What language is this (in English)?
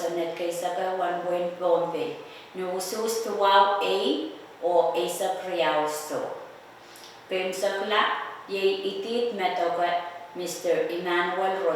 Pohnpeian